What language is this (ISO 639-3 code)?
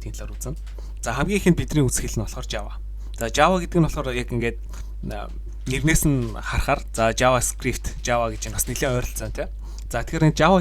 mon